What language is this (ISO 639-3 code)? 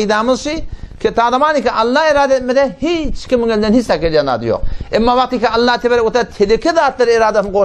tuk